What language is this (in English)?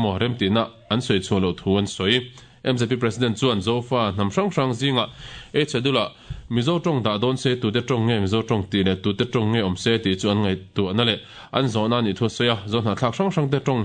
Mizo